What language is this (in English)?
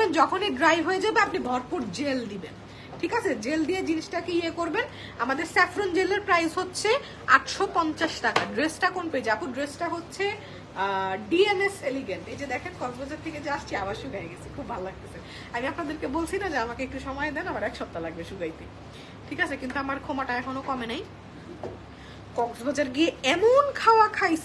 Bangla